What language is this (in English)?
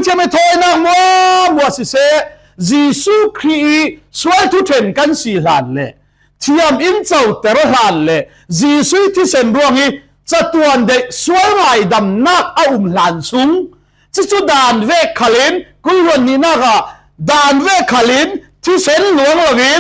Falam Chin